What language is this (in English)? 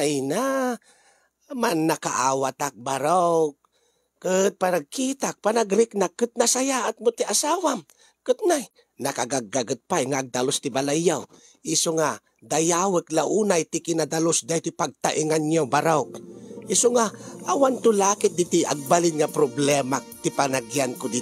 Iloko